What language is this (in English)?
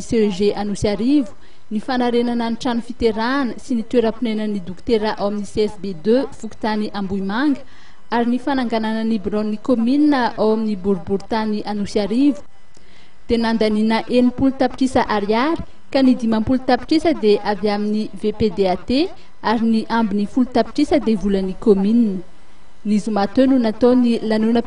Malagasy